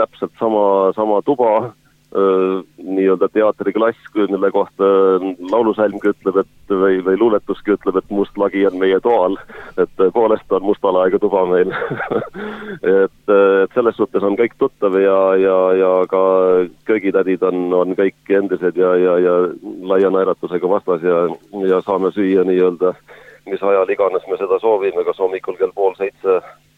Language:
Estonian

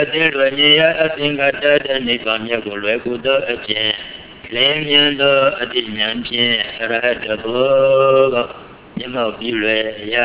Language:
Burmese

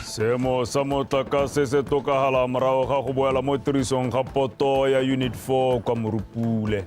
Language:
Tswana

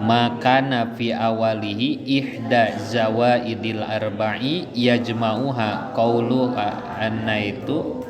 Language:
Sundanese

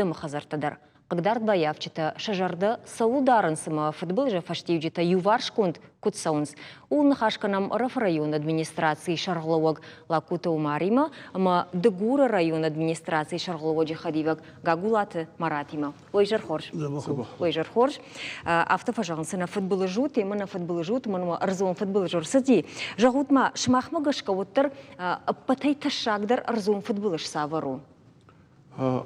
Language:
Ossetic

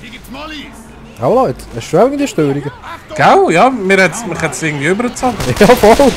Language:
Swiss German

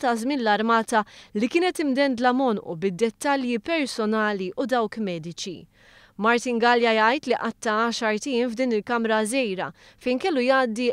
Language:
Maltese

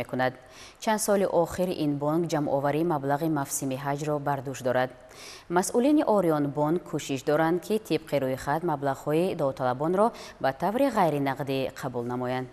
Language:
Tajik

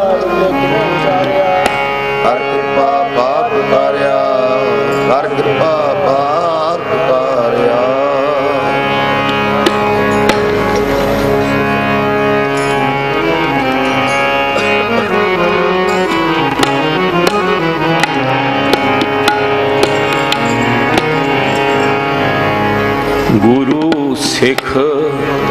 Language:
Punjabi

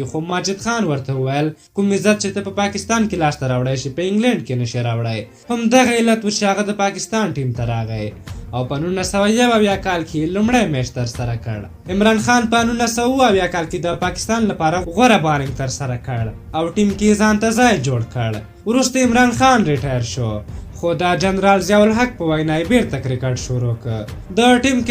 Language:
Pashto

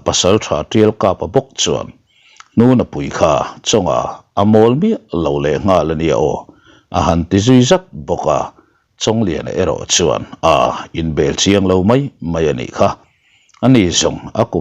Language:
Mizo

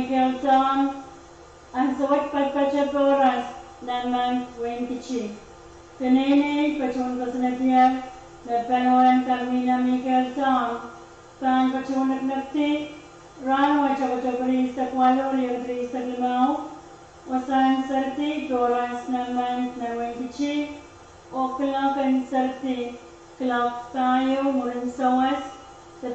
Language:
Pohnpeian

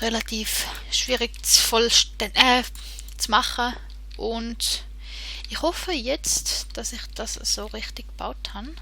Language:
Swiss German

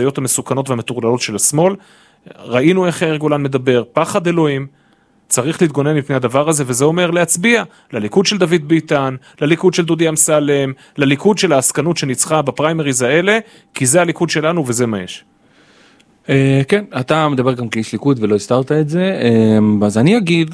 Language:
Hebrew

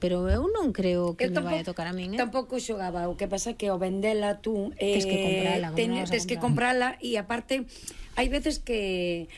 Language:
Galician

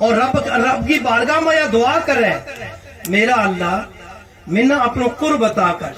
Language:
Gujari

